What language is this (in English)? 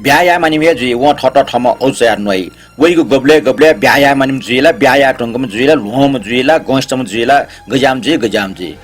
Newari